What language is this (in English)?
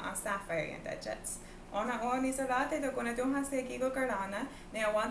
Mohawk